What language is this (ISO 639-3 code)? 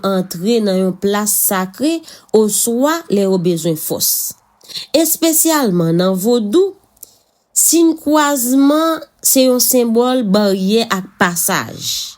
hat